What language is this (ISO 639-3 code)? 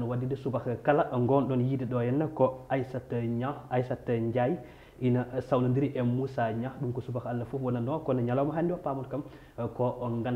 ful